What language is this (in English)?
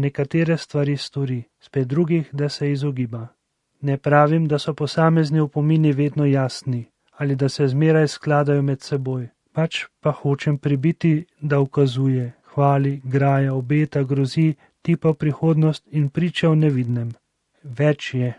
Slovenian